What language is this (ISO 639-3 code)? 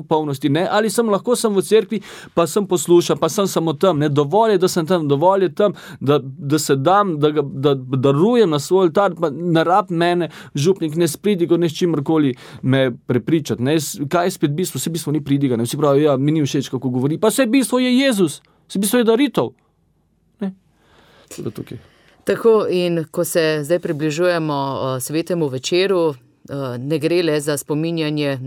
slv